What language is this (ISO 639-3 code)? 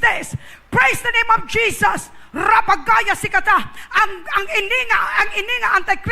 hil